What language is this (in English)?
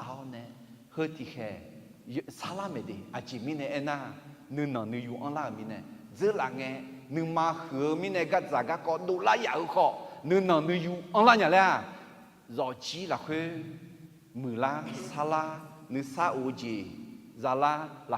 Akha